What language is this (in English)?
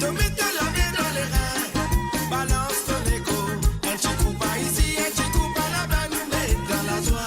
Morisyen